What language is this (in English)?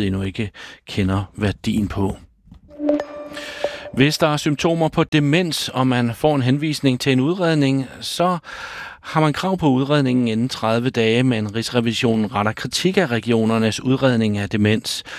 Danish